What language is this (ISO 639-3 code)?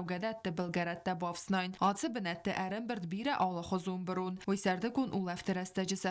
oss